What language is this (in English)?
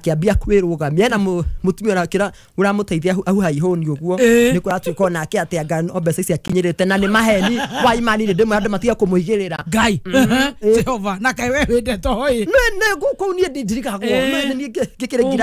Kikuyu